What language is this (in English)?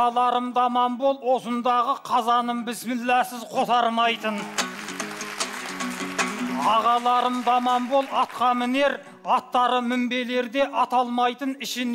Kazakh